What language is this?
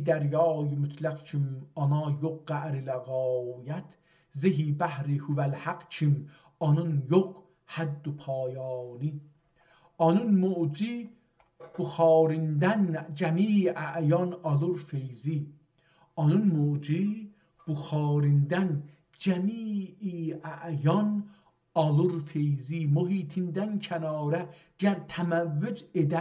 South Azerbaijani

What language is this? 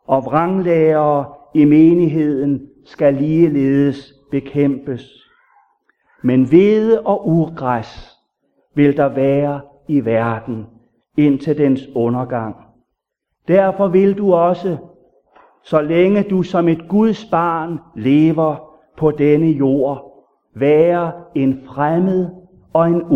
Danish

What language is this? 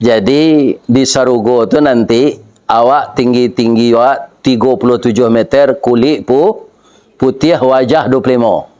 Minangkabau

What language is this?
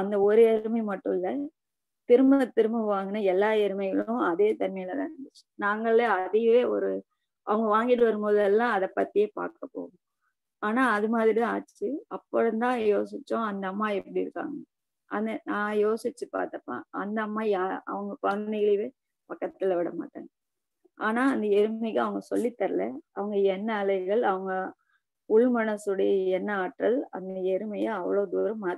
Tamil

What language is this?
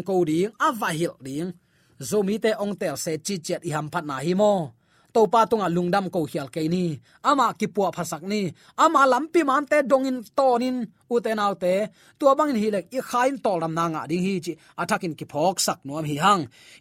Tedim Chin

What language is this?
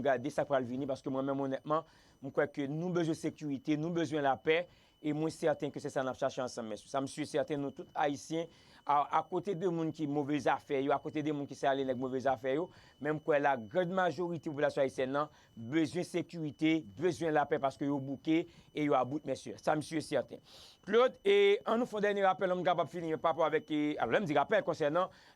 Haitian Creole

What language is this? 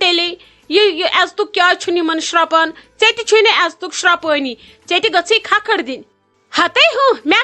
Kashmiri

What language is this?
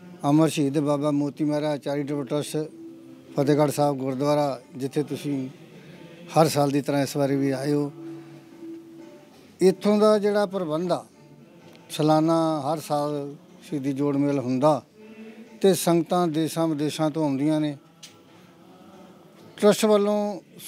Punjabi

